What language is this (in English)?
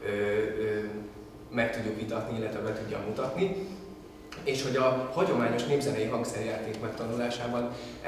Hungarian